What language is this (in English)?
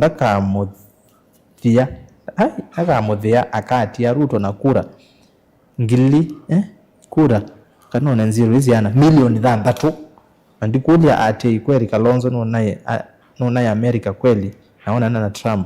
Kamba